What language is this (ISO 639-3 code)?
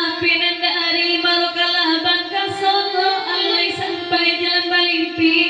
min